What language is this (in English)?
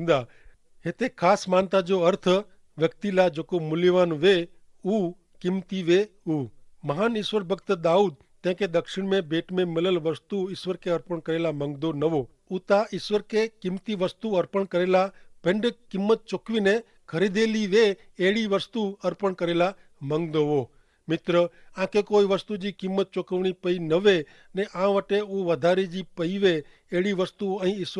Kachhi